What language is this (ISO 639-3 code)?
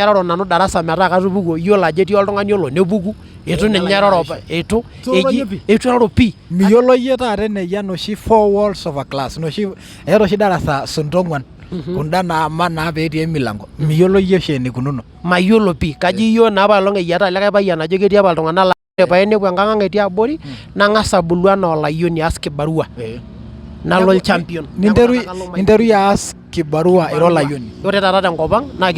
mas